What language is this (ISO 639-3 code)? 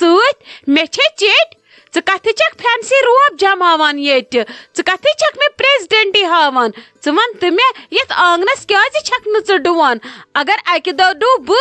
kas